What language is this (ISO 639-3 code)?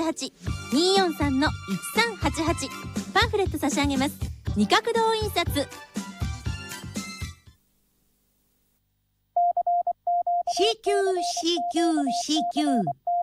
jpn